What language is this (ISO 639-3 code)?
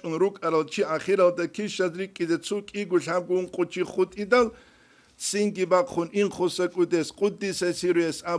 ava